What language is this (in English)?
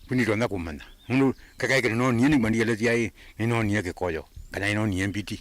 Kamba